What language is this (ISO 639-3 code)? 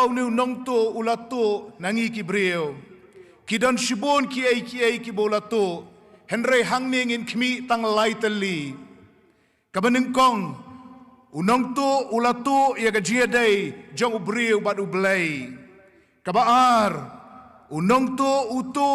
kha